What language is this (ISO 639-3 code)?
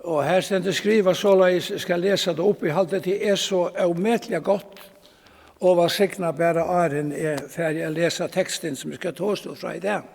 fao